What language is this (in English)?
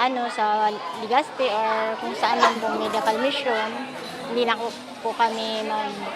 Bikol